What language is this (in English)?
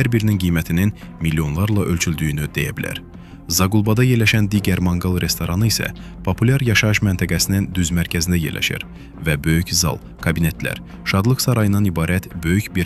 Azerbaijani